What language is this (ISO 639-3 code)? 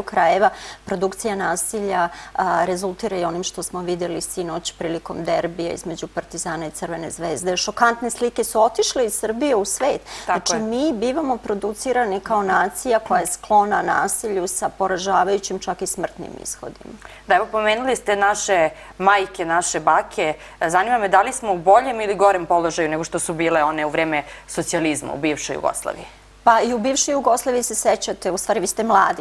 srp